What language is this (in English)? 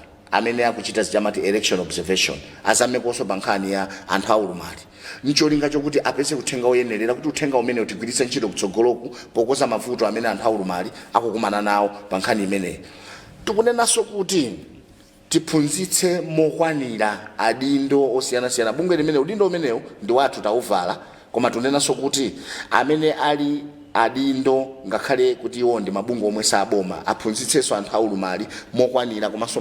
Nyanja